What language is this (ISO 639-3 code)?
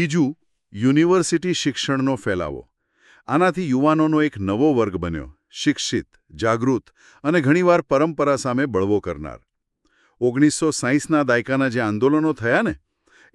guj